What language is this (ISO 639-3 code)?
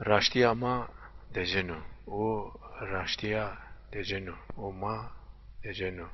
zza